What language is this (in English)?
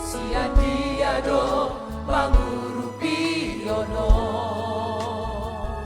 Batak Toba